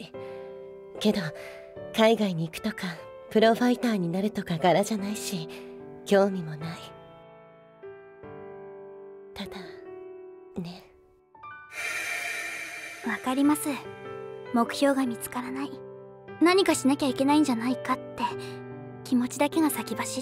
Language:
Japanese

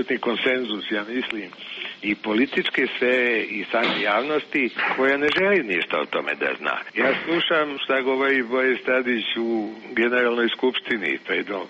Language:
Serbian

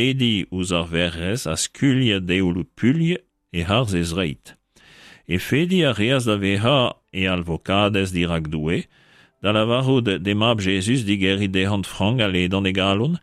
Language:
Breton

